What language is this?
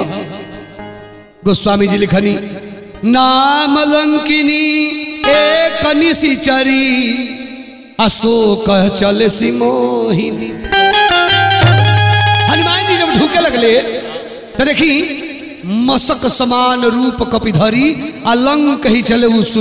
Bhojpuri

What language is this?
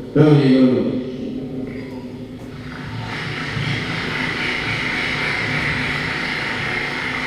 Polish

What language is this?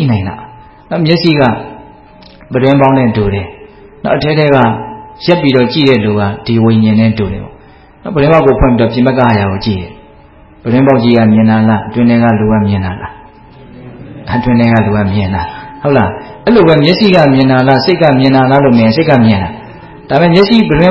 Burmese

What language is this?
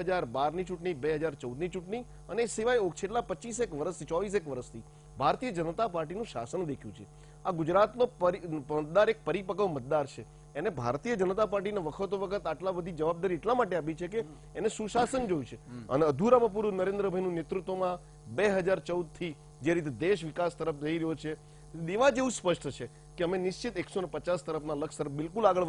Gujarati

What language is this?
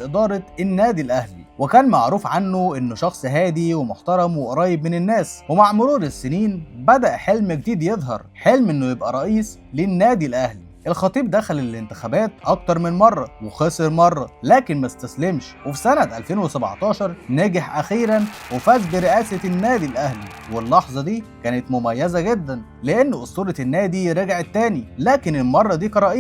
Egyptian Arabic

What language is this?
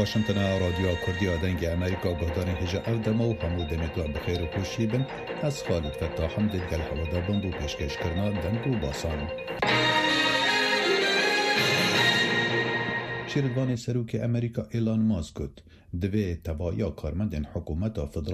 Kurdish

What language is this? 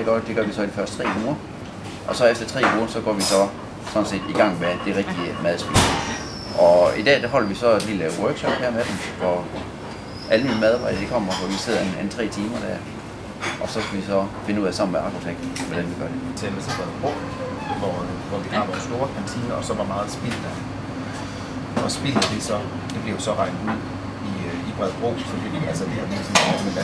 Danish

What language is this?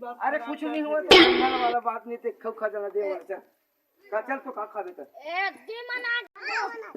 Chhattisgarhi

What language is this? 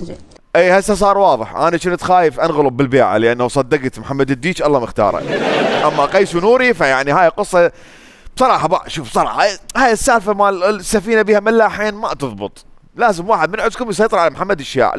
Mesopotamian Arabic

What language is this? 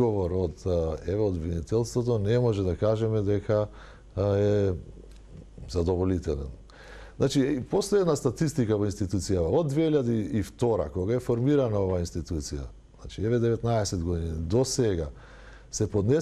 Macedonian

